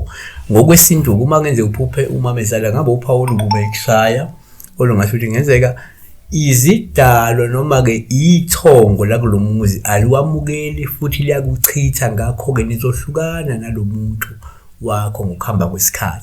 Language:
Zulu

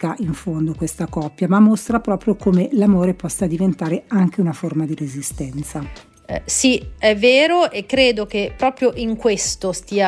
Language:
Italian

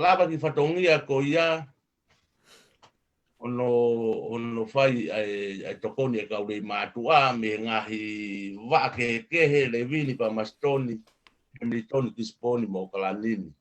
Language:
Tongan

